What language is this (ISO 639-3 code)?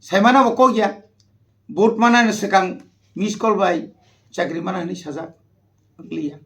trp